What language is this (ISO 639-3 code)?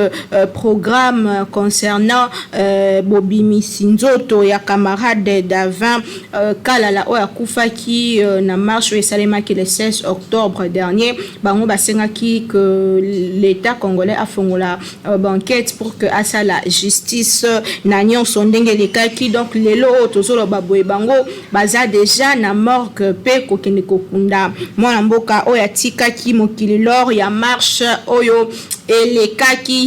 lin